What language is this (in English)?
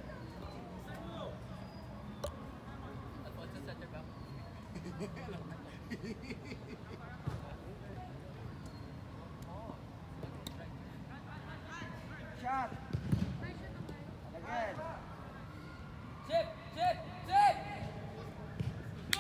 Filipino